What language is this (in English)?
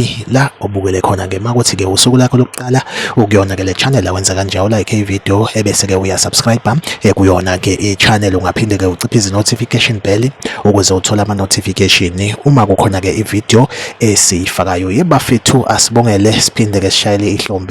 Zulu